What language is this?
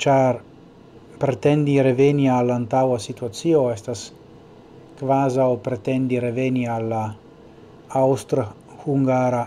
Esperanto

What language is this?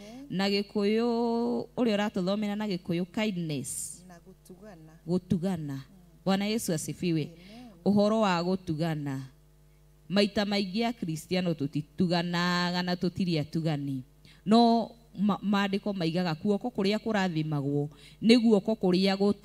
Kikuyu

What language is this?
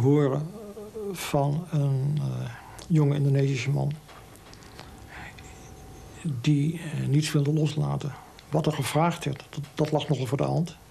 Dutch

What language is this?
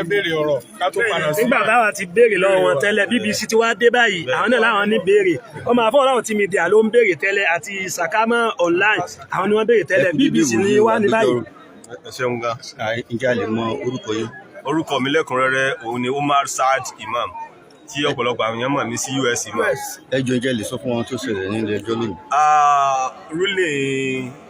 Yoruba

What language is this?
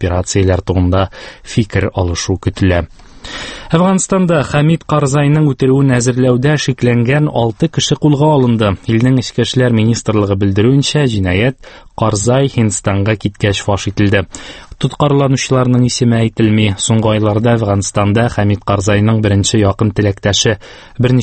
Tatar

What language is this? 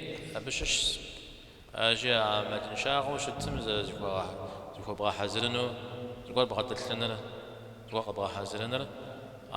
Kabardian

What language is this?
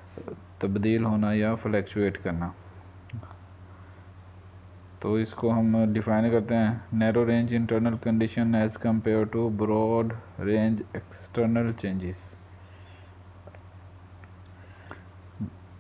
Hindi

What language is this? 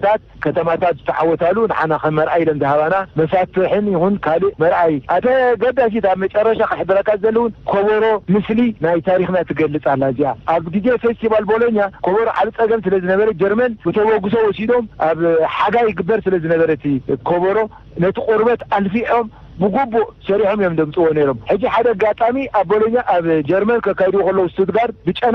Tigrinya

